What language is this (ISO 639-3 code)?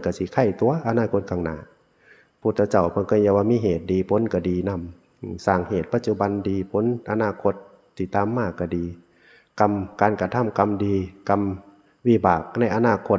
tts